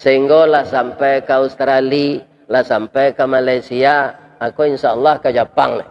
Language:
Minangkabau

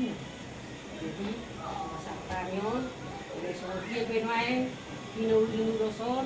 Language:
Batak Toba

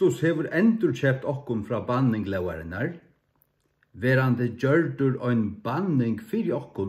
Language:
Faroese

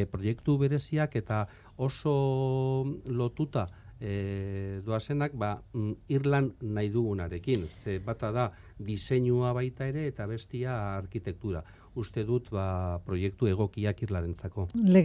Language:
Basque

